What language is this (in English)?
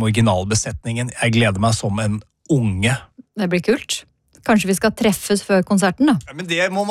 Norwegian